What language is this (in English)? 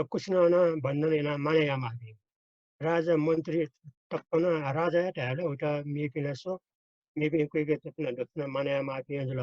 Newari